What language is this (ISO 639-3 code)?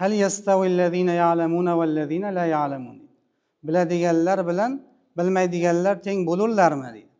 uzb